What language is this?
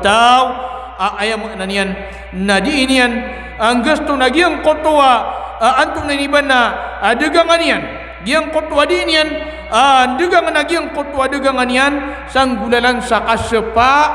Maranao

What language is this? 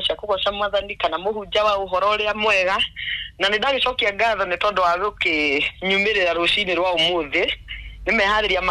Kikuyu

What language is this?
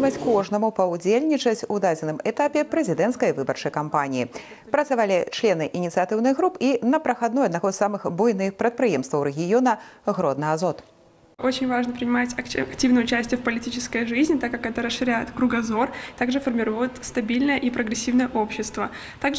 Belarusian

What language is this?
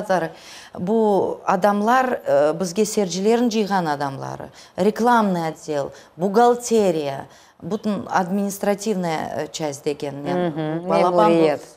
Crimean Tatar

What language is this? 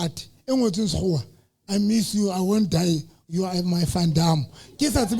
Southern Sotho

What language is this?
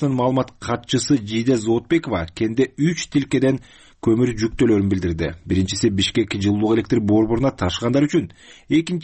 Kyrgyz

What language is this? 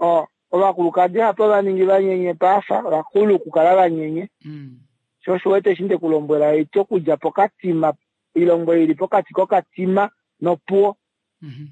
Kuanyama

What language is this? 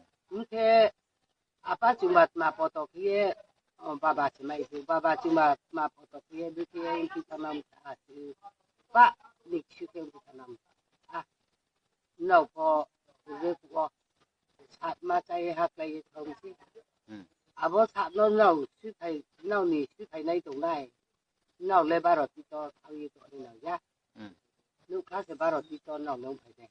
Riang (India)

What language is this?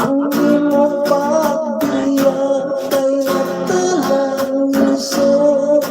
Hiligaynon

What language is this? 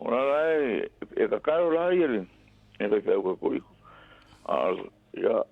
Samoan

